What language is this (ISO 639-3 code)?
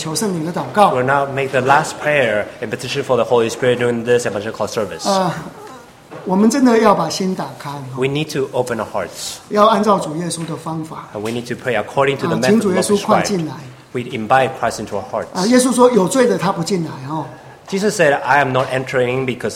zho